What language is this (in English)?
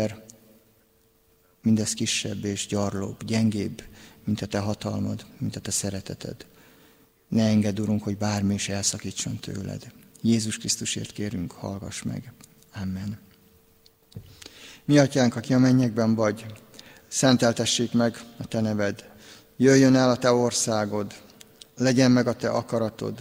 Hungarian